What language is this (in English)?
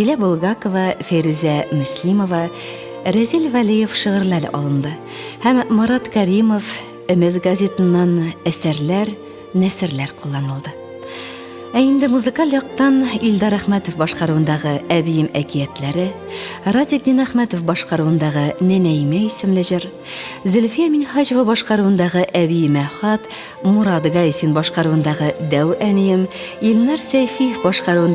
Tatar